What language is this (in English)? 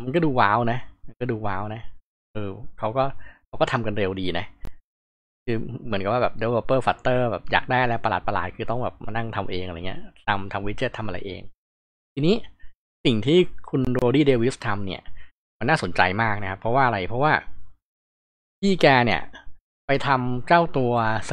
Thai